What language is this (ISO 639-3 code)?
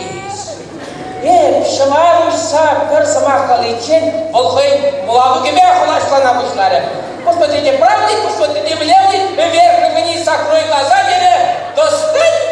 chv